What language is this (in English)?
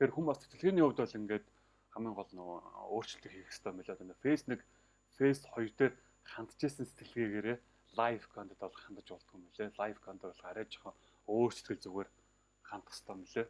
Mongolian